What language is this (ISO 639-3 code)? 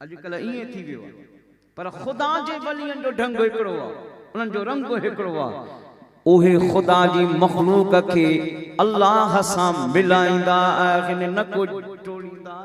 snd